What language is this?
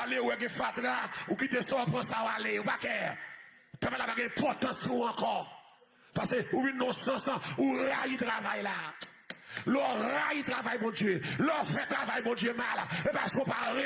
Haitian Creole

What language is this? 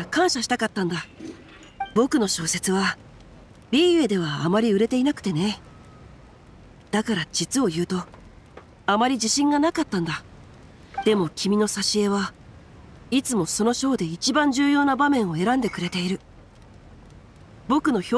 Japanese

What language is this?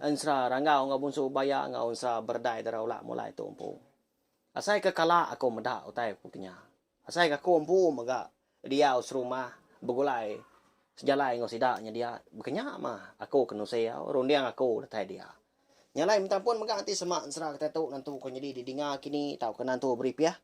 Iban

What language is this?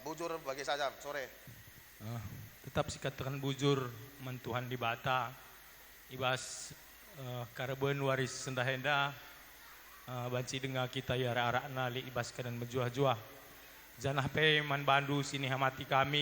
Batak Karo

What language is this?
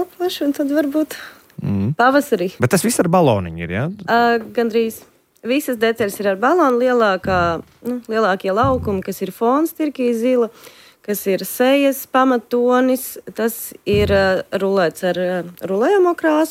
Latvian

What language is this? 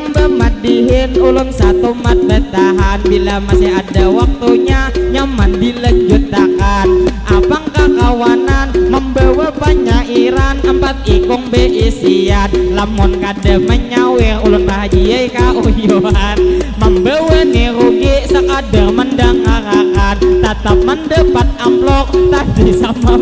Banjar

